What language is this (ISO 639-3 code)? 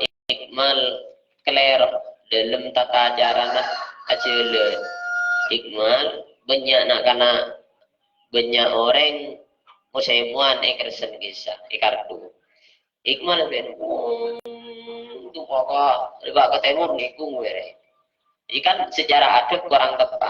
mad